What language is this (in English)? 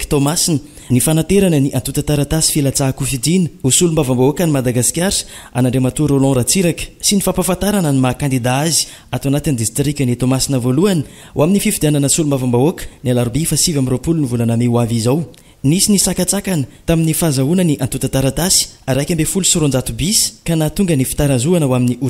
Malagasy